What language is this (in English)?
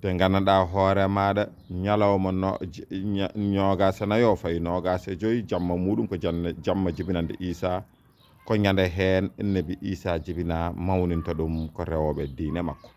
Fula